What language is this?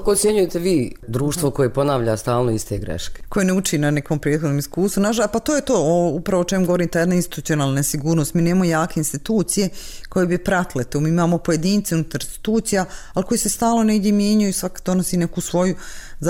Bosnian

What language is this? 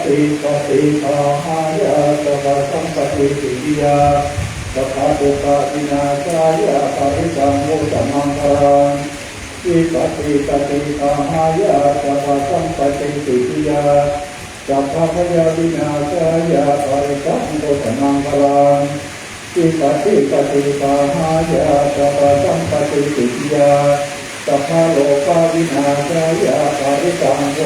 Pali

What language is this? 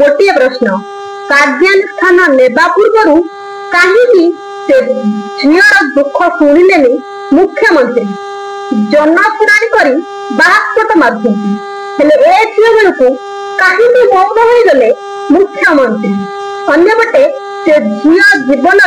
Odia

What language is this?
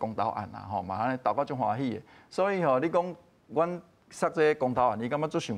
Min Nan Chinese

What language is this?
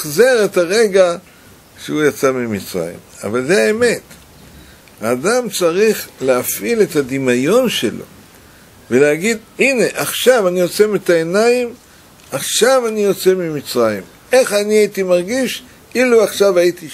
Hebrew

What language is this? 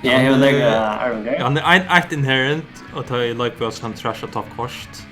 Faroese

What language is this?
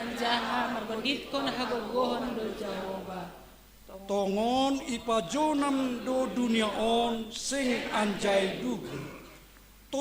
Batak Simalungun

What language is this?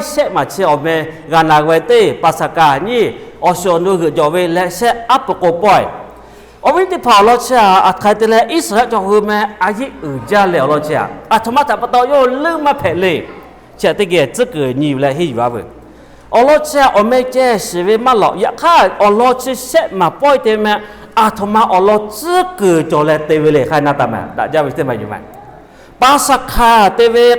Lahu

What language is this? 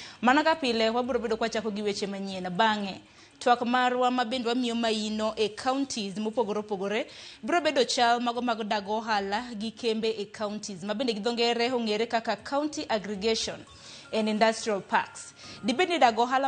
Luo (Kenya and Tanzania)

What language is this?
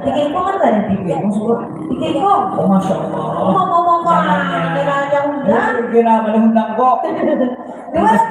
Banjar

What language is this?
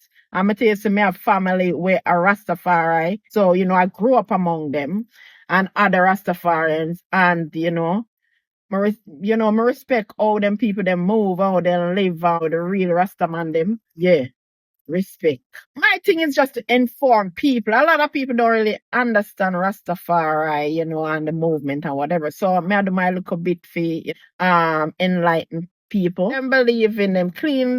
Jamaican Creole English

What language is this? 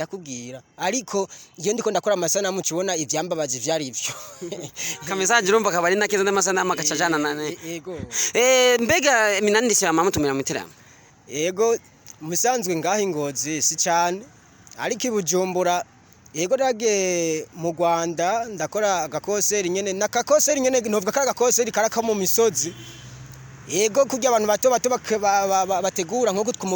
Rundi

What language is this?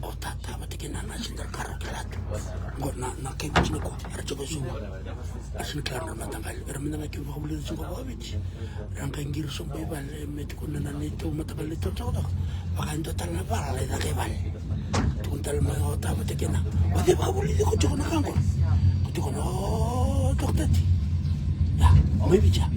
Fijian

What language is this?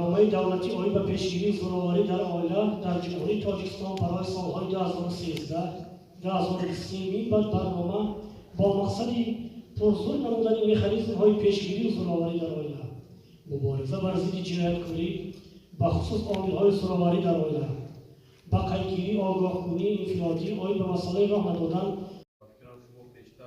Tajik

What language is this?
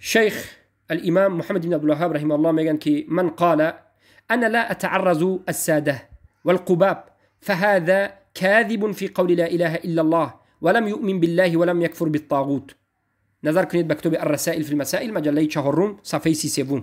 Tajik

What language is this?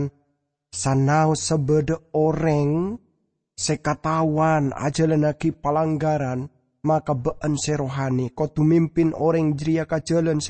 Madurese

